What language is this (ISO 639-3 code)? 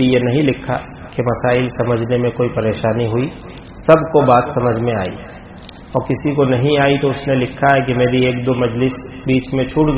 urd